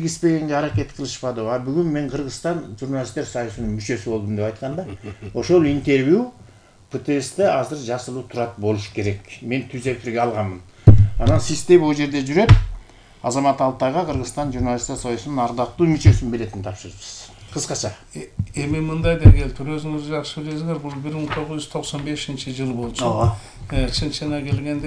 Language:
Kyrgyz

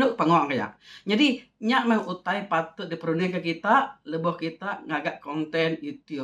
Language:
Iban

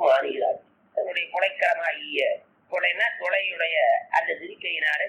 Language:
Tamil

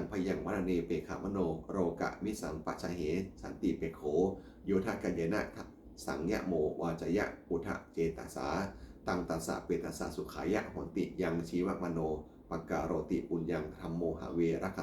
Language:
Pali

